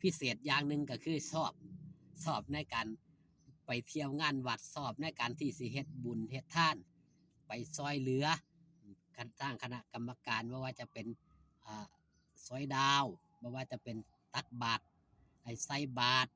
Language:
Lao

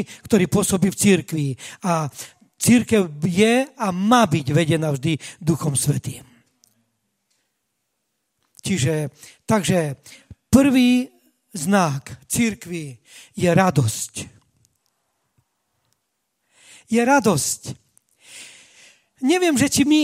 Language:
Slovak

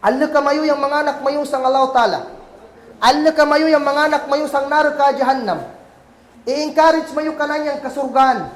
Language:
Kagan Kalagan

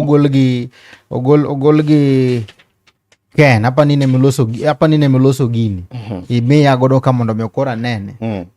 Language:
Luo (Kenya and Tanzania)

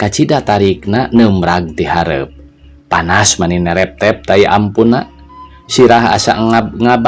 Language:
Sundanese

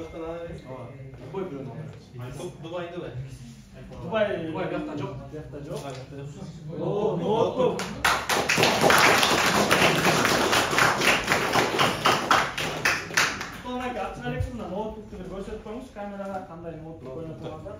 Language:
Kyrgyz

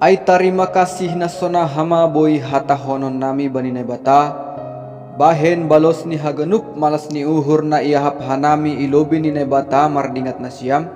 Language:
Batak Simalungun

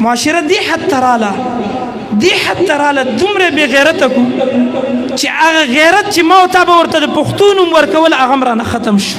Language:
Pashto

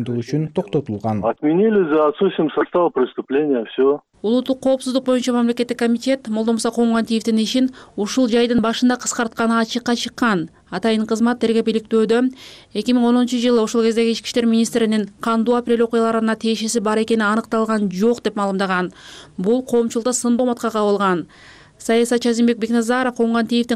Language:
Kyrgyz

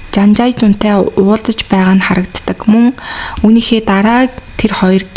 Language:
Mongolian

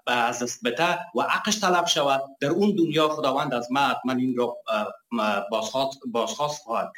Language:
Persian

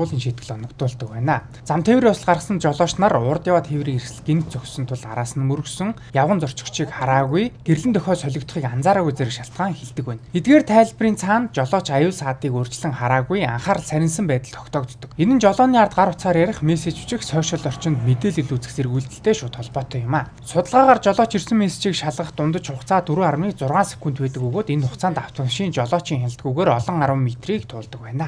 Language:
Mongolian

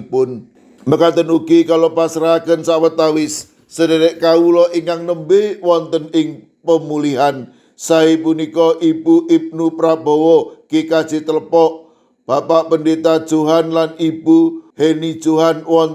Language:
Javanese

